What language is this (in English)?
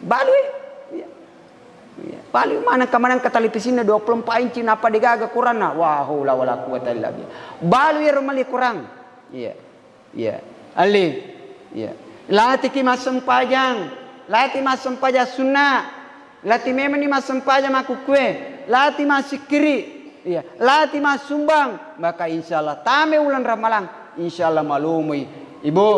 Buginese